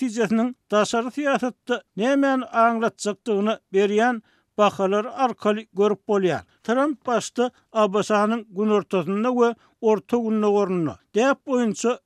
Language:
Turkmen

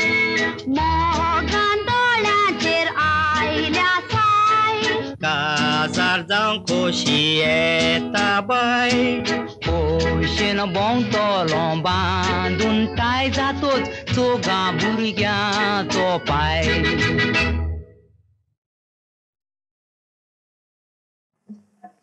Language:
Konkani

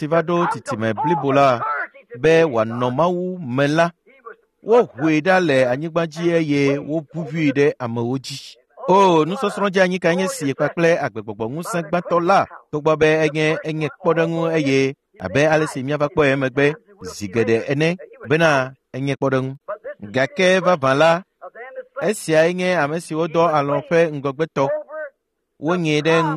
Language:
Ewe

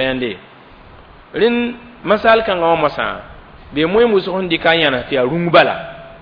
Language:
Mossi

